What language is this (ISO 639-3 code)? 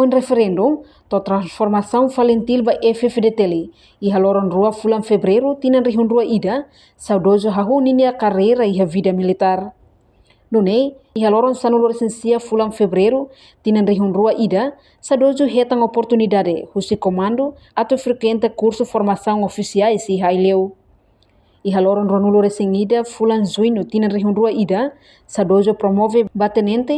tet